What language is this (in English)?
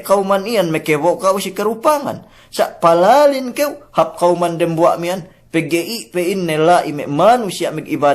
Yakan